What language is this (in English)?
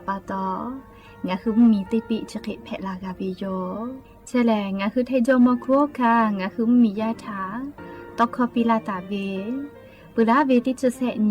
Lahu